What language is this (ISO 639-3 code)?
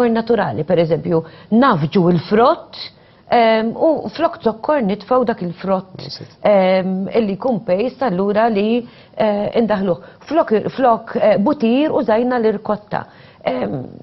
mlt